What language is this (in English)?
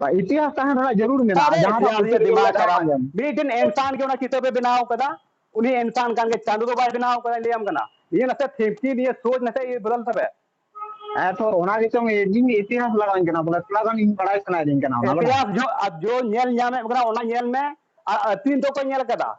Santali